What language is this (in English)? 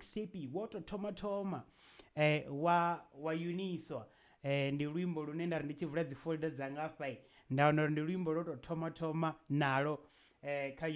Venda